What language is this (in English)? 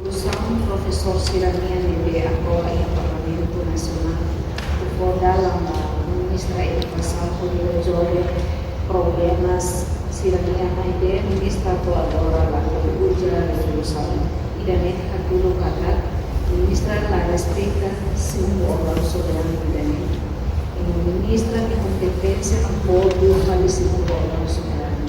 Tetum